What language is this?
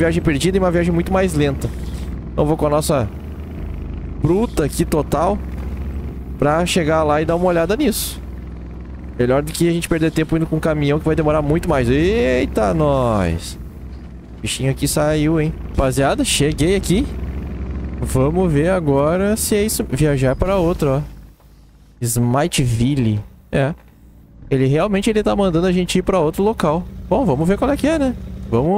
Portuguese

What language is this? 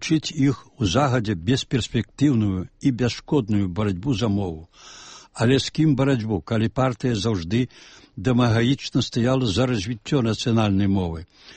Belarusian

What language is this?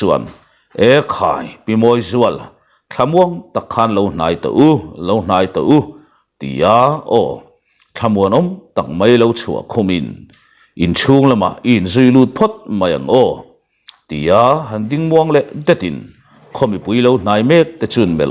Mizo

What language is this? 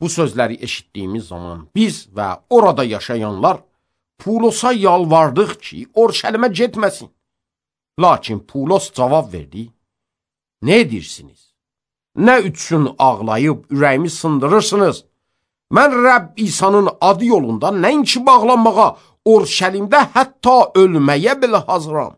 Azerbaijani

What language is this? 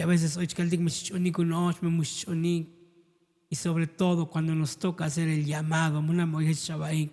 Tzotzil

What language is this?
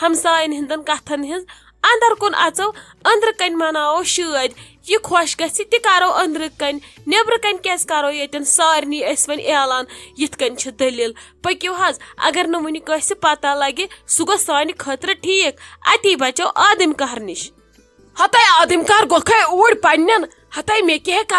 Kashmiri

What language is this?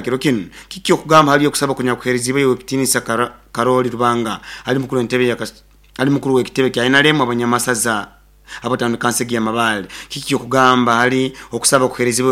Nyoro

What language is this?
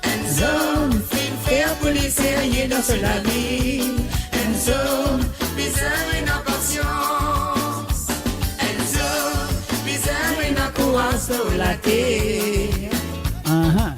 Morisyen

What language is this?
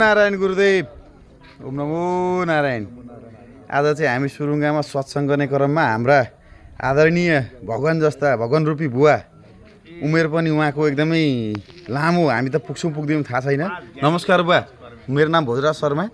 Nepali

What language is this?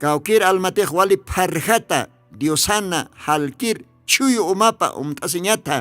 Aymara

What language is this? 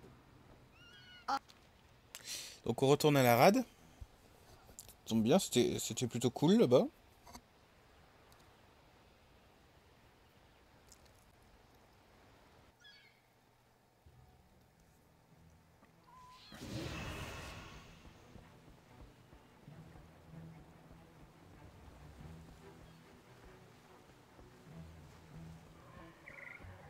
French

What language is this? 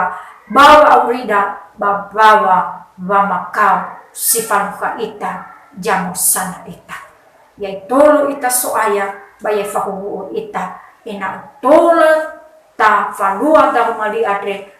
Nias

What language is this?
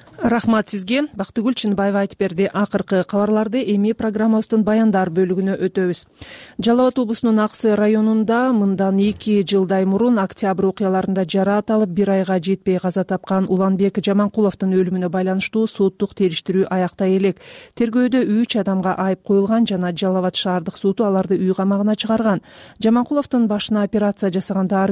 Kyrgyz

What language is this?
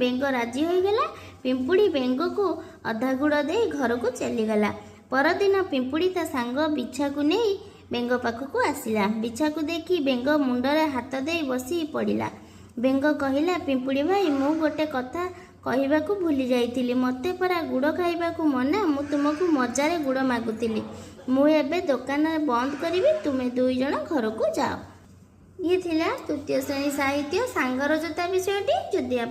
Odia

